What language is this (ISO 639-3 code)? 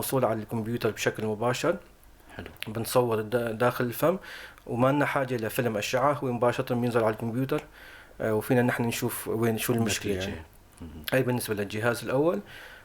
apc